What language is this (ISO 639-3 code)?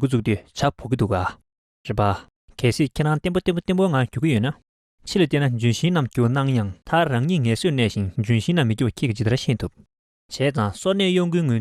bod